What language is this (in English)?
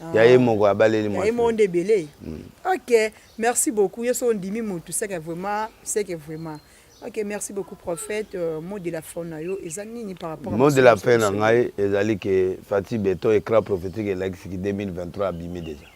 Lingala